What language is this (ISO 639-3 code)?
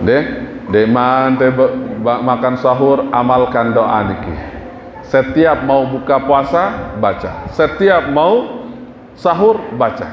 sas